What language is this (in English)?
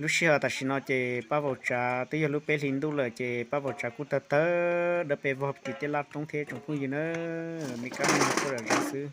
Hmong